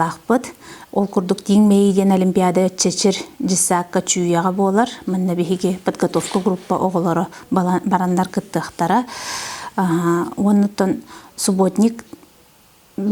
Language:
Yakut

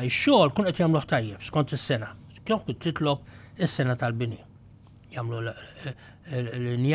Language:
Maltese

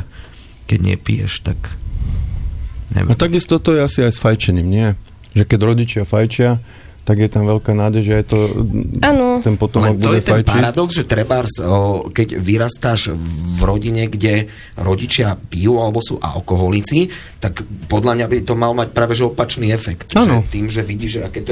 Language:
Slovak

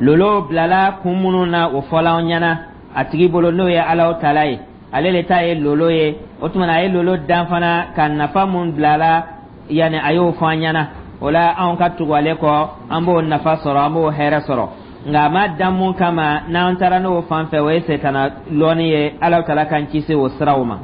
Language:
Dyula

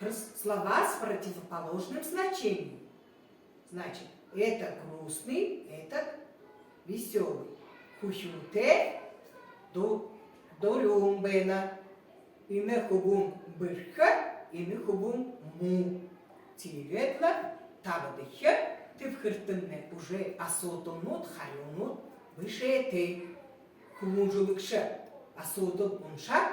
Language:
Buriat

